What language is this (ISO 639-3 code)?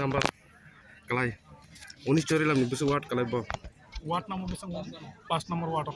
trp